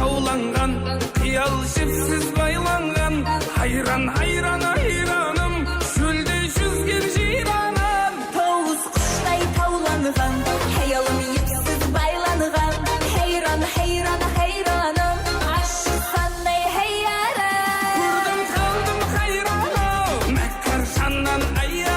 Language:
Kara-Kalpak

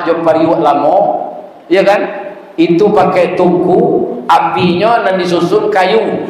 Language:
Minangkabau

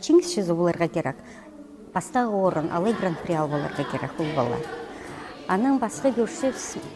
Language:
Khakas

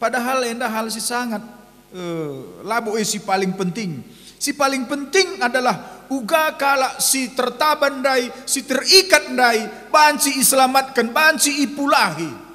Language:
Batak Karo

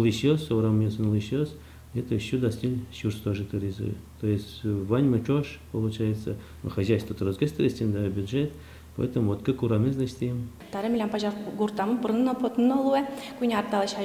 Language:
Udmurt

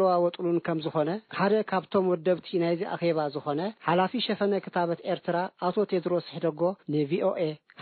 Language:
Tigrinya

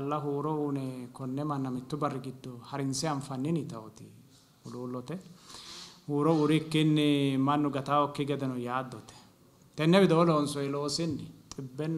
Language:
Sidamo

